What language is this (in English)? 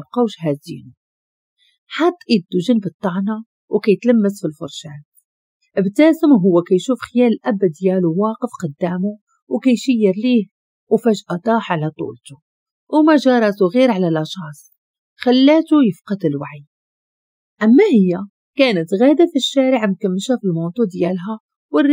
Moroccan Arabic